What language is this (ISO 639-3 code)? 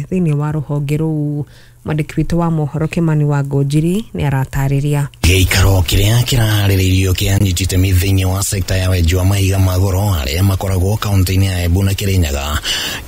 kik